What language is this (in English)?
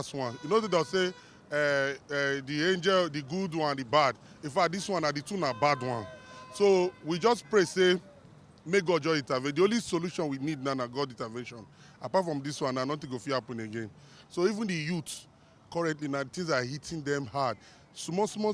Nigerian Pidgin